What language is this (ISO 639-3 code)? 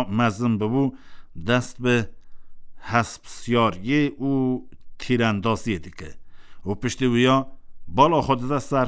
kur